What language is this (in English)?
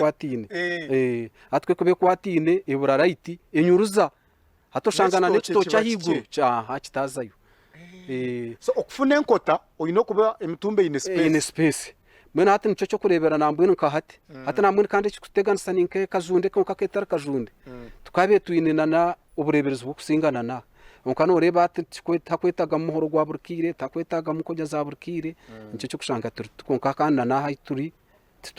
Nyankole